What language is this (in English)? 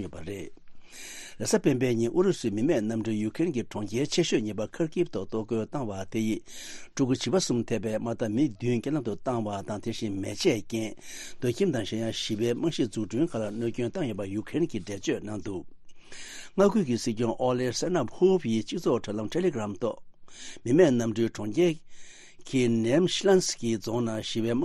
Tibetan